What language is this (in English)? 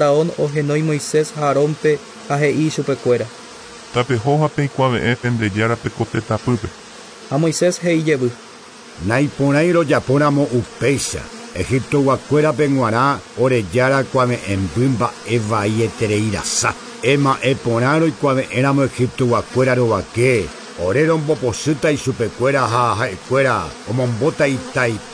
Guarani